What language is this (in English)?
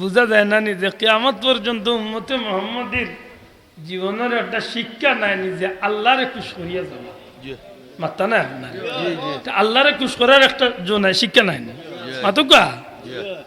Sylheti